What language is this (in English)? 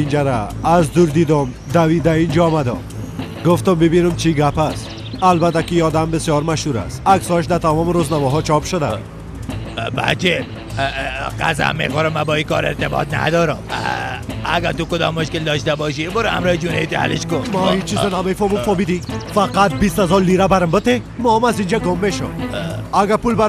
Persian